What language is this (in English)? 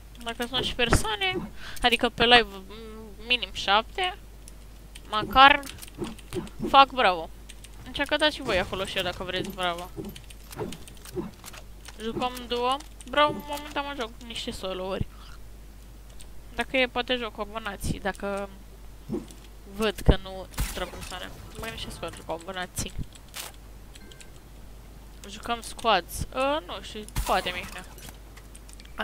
Romanian